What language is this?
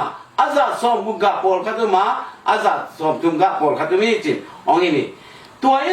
Tedim Chin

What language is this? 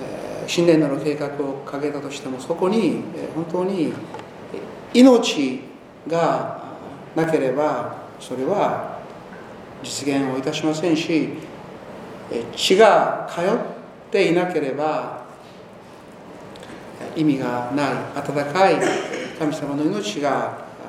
Japanese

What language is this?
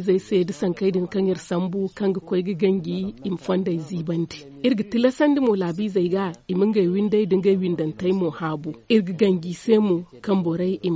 Zarma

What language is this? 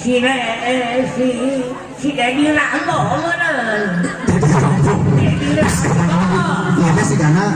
Sundanese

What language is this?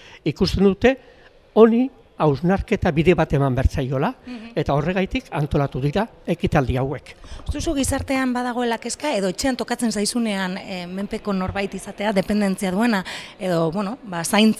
Basque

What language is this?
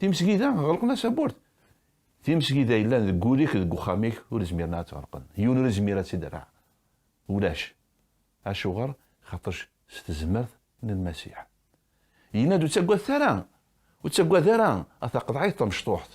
Kabyle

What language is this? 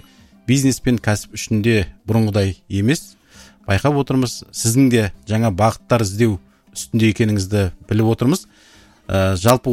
Kazakh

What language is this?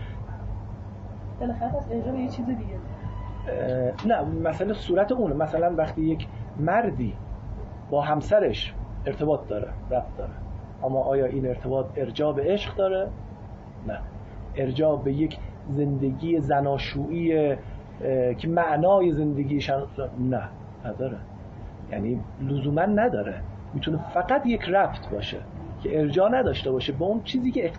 Persian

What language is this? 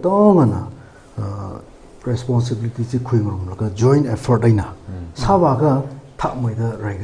Tangkhul Naga (India)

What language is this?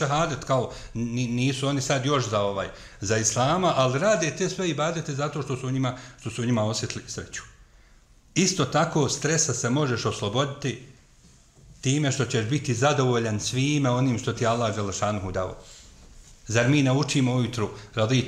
Bosnian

